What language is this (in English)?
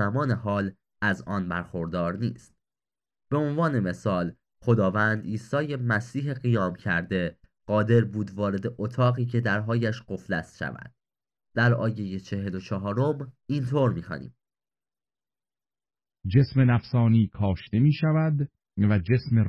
Persian